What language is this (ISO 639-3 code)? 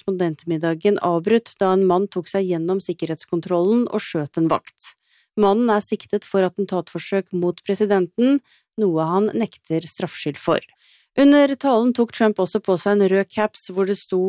nor